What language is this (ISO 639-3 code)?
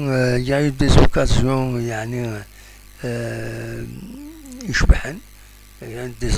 kab